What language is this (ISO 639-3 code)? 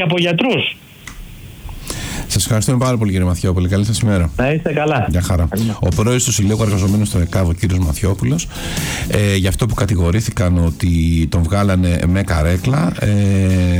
ell